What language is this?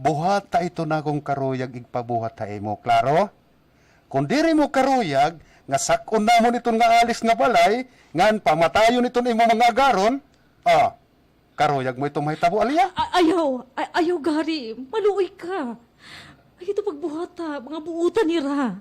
Waray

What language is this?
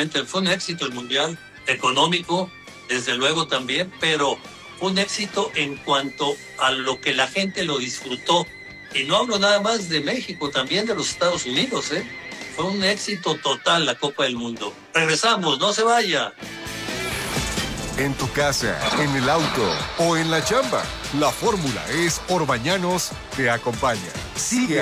Spanish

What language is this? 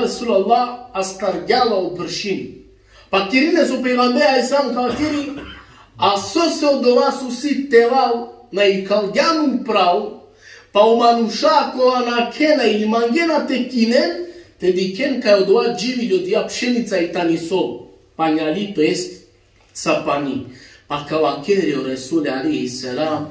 Balkan Romani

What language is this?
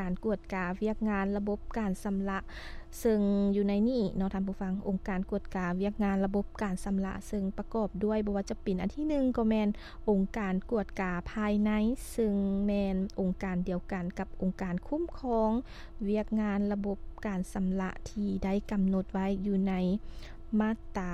Lao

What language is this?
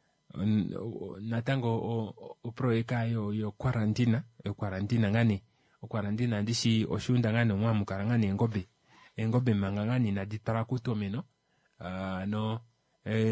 Kuanyama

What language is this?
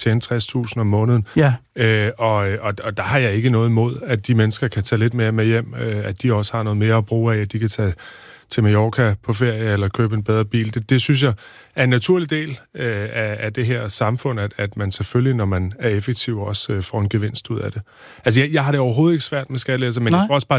Danish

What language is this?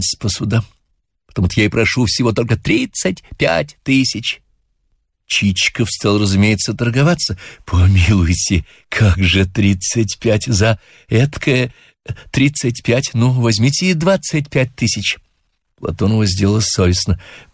Russian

